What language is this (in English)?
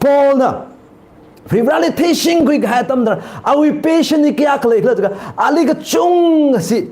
Tangkhul Naga (India)